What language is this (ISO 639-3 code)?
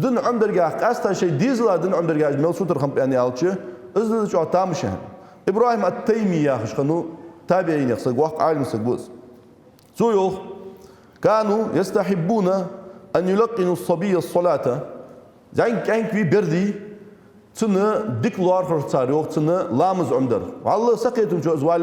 inh